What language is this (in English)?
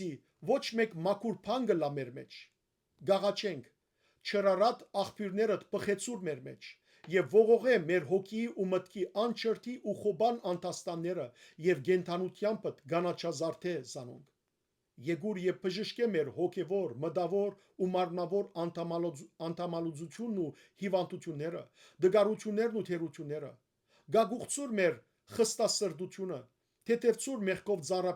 Western Armenian